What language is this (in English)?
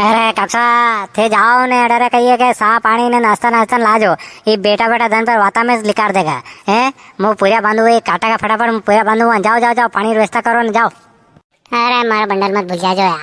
Rajasthani